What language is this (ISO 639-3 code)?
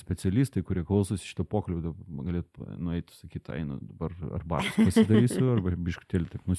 lit